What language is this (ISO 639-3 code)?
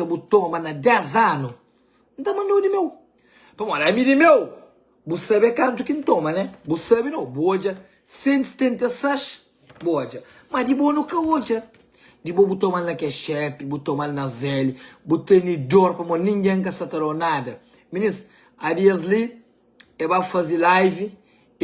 kea